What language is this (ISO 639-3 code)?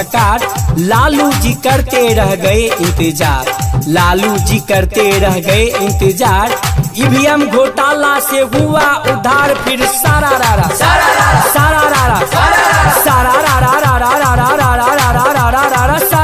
bho